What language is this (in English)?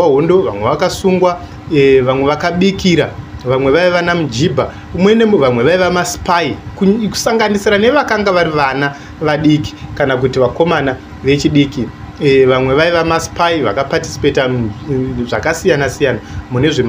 Shona